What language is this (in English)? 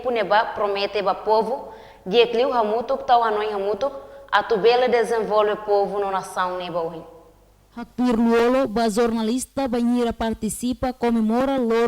Tetum